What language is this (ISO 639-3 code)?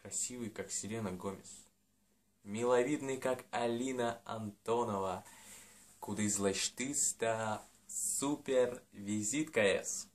udm